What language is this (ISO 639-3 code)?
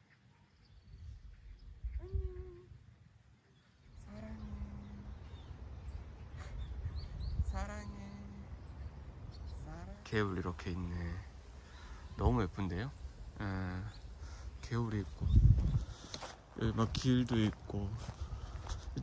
kor